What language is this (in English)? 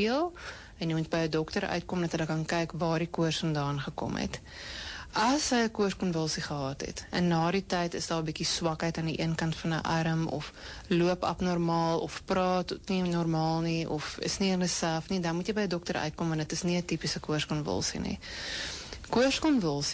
Afrikaans